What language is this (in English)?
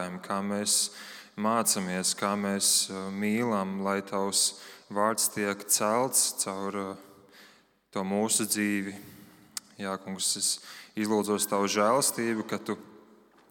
Latvian